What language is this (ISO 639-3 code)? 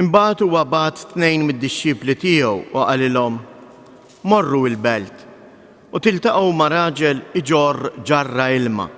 mlt